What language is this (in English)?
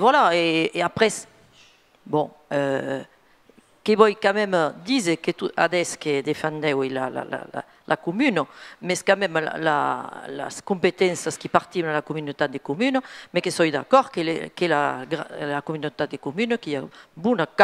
Occitan